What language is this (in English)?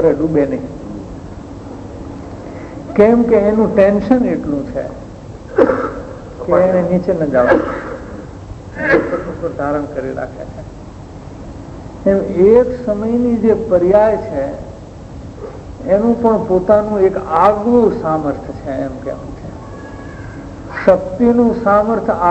Gujarati